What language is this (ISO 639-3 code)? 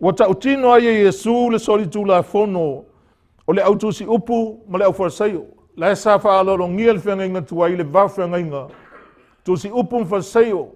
smo